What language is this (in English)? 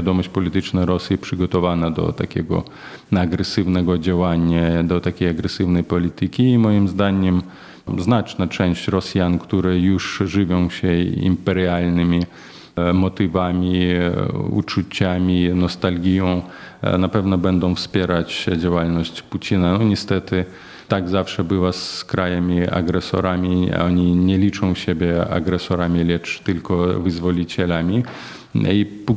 Polish